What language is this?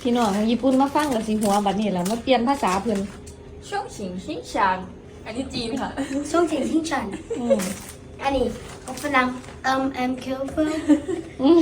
Northeastern Thai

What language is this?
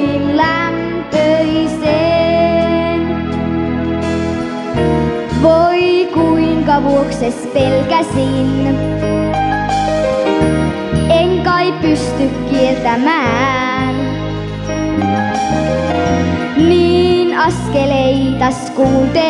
Finnish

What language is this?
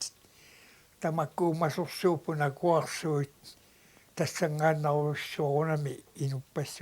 Kalaallisut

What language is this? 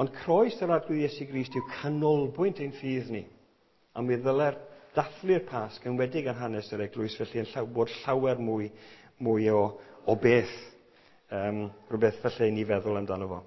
Welsh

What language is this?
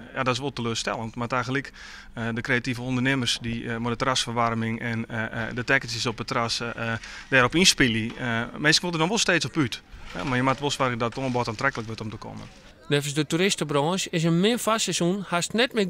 Western Frisian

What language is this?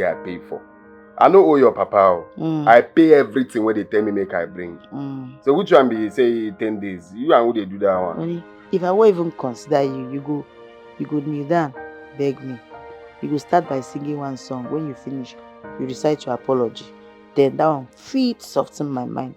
Nigerian Pidgin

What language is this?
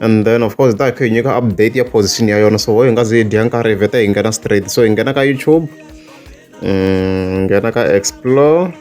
Tsonga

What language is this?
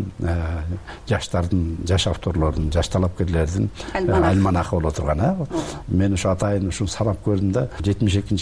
Kyrgyz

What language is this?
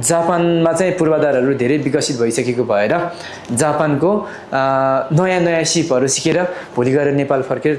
Nepali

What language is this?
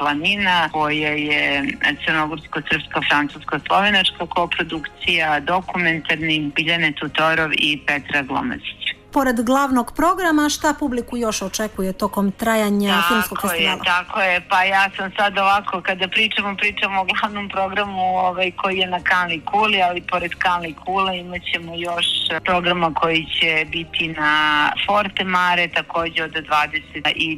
Serbian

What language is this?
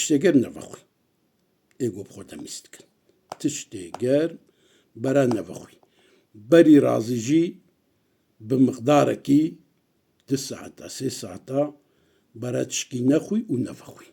Kurdish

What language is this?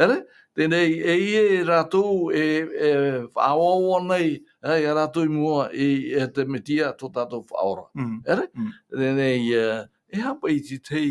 Tahitian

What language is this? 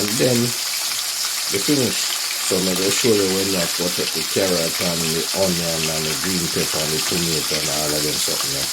Jamaican Creole English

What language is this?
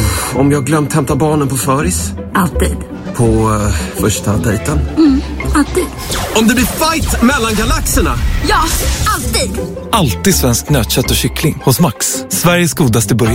Swedish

